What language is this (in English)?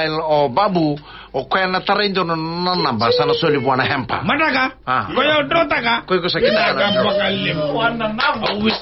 Fijian